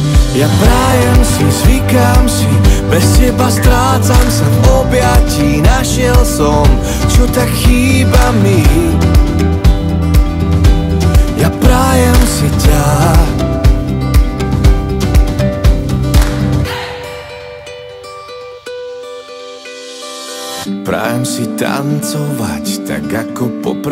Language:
Slovak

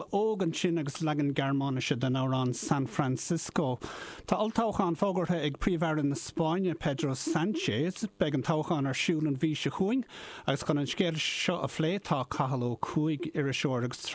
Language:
Irish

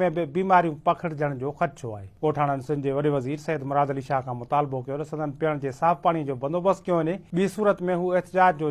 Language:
Sindhi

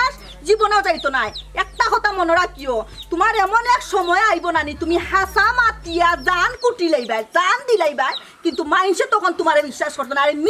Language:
Sylheti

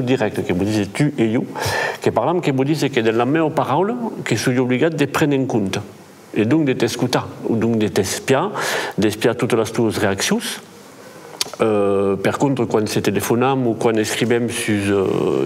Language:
Occitan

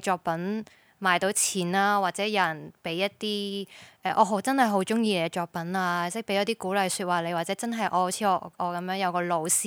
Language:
Cantonese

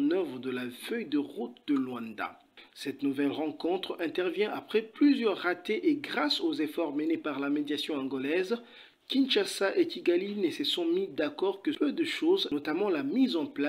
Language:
French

